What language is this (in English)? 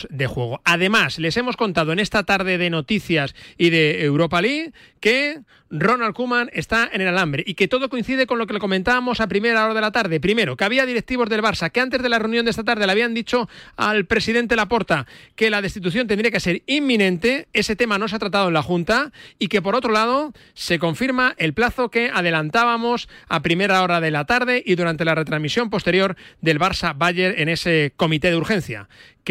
Spanish